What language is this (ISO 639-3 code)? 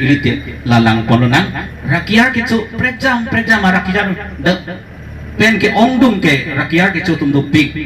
mjw